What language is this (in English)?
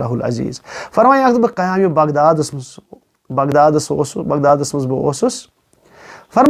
Kashmiri